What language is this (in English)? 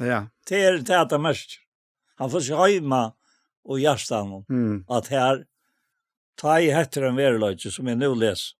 Faroese